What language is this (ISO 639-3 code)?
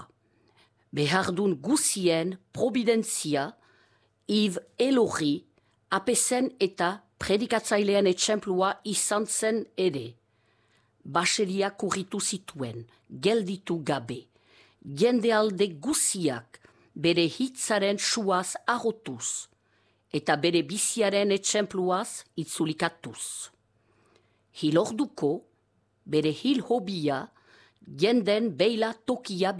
eus